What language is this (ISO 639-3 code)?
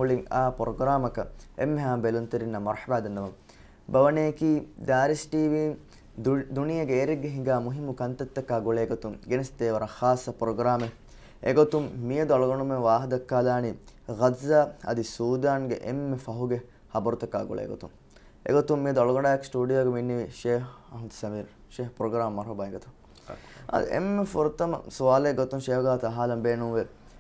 div